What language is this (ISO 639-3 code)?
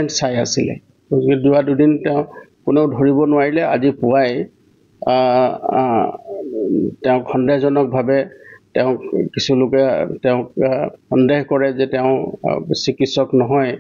asm